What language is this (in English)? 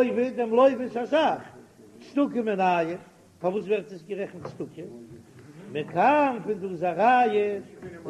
Yiddish